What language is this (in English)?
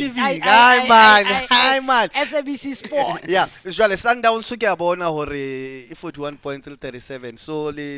Southern Sotho